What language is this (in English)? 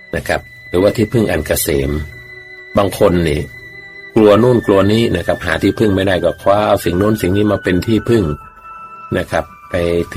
Thai